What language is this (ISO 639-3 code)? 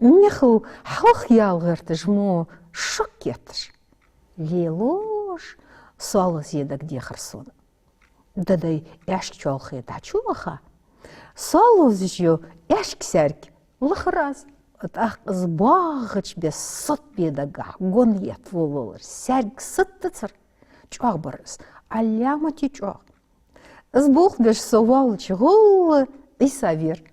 inh